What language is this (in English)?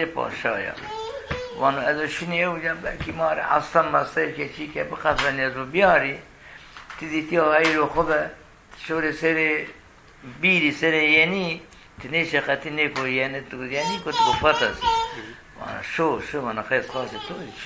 Zaza